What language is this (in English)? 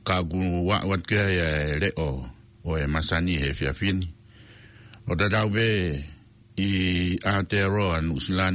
Tongan